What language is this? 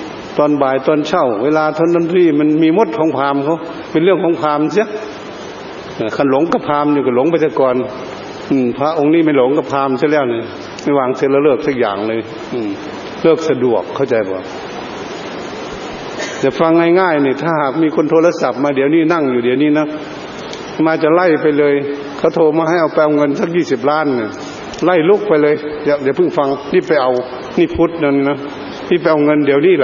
Thai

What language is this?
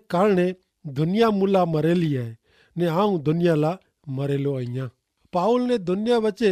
Kachhi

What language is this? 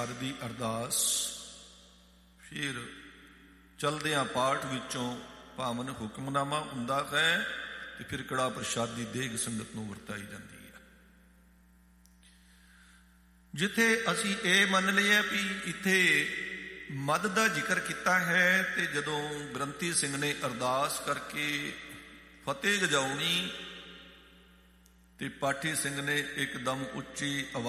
Punjabi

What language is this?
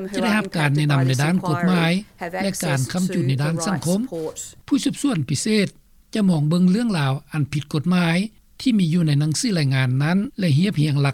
Lao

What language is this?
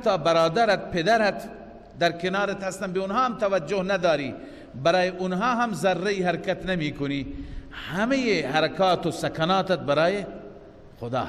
Persian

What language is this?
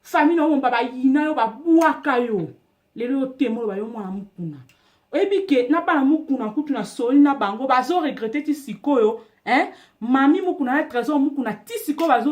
Lingala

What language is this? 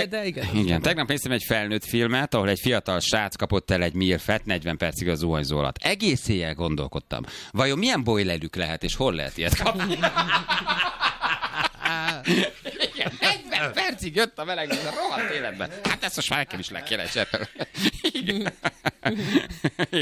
Hungarian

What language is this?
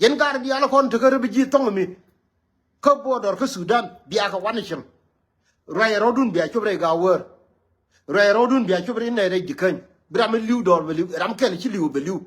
Nuer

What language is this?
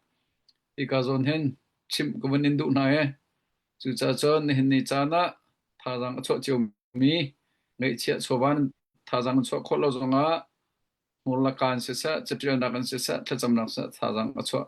Hakha Chin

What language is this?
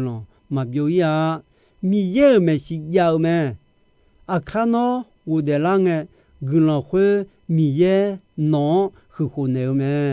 Akha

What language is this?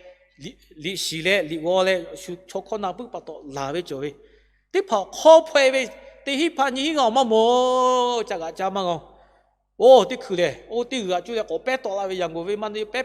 Lahu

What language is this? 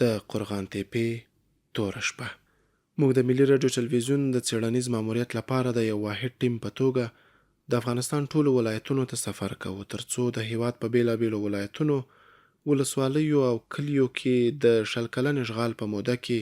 Pashto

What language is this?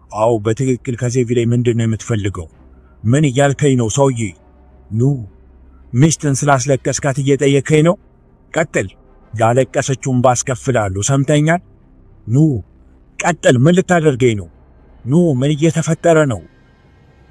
Amharic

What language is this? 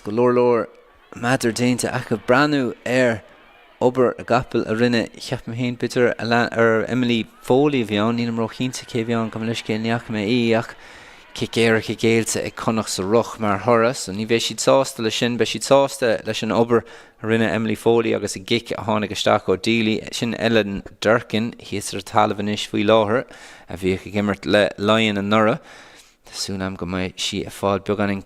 Irish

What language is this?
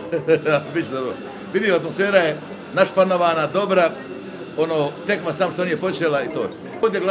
Bosnian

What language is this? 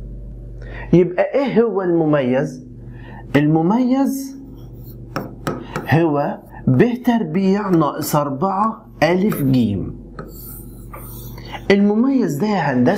Egyptian Arabic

